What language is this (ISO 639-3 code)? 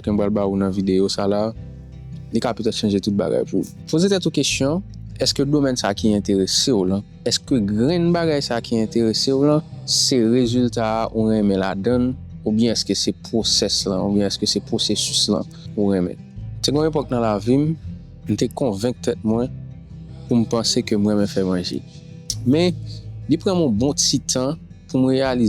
hat